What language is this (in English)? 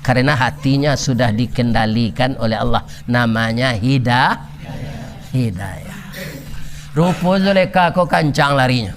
Minangkabau